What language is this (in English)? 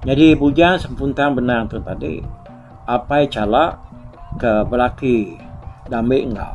Iban